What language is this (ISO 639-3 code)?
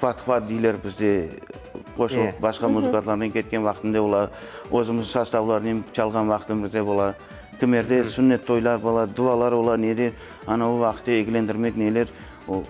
crh